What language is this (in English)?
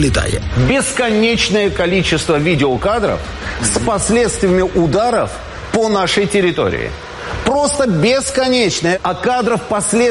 Ukrainian